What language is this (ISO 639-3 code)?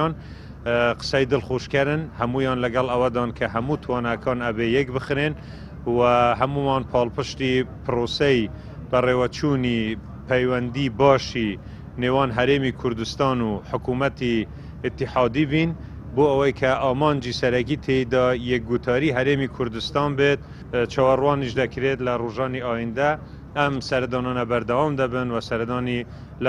ckb